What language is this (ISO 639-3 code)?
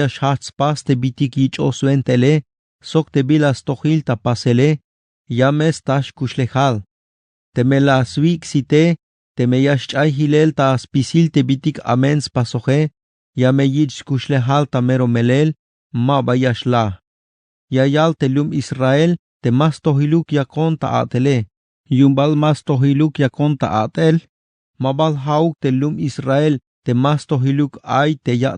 tzh